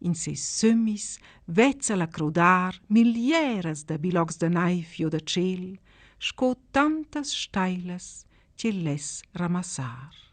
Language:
Romansh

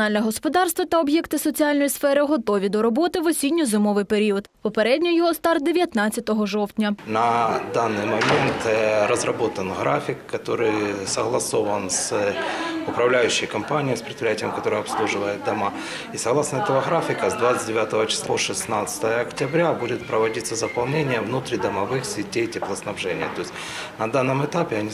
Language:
Ukrainian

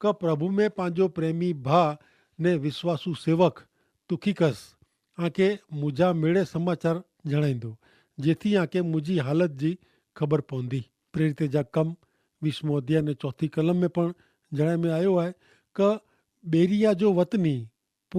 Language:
Kachhi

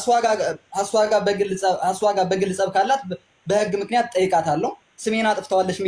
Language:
Amharic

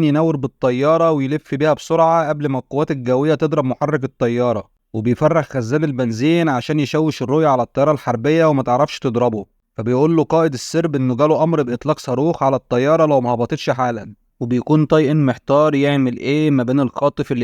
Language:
Egyptian Arabic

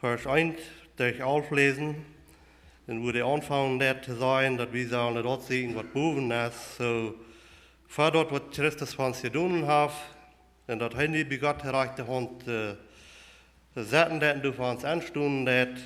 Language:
Plautdietsch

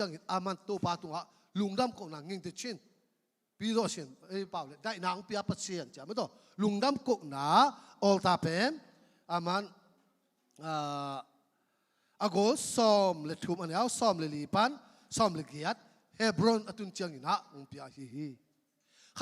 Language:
Tedim Chin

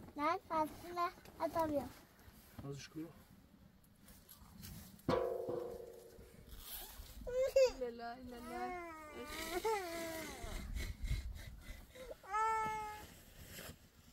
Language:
Persian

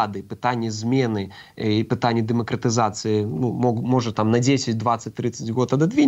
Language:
Belarusian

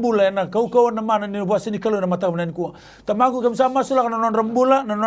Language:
Fijian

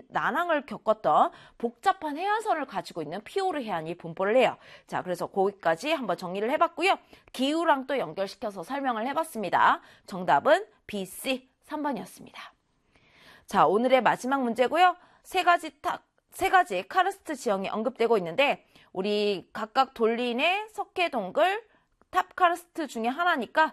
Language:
Korean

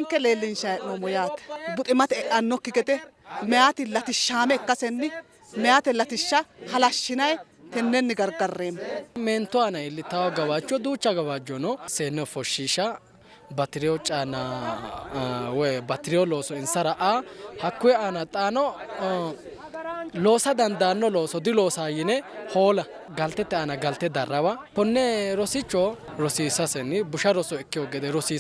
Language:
Sidamo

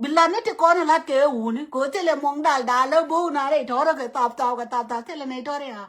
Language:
Nuer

